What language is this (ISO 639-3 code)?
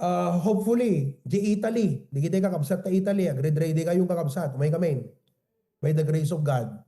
ilo